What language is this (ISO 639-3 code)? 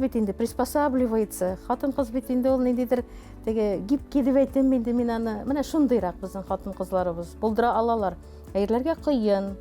tat